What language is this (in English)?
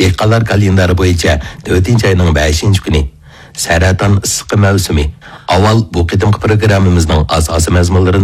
Uyghur